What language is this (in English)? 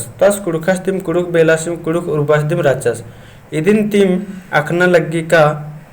Kurukh